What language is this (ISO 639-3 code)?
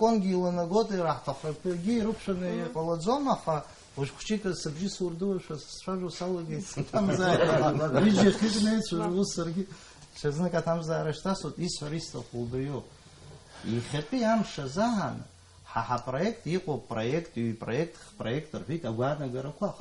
abk